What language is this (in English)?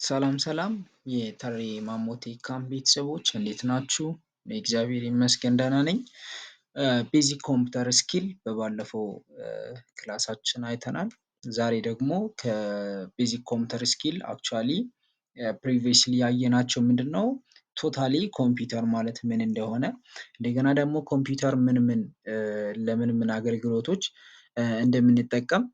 Amharic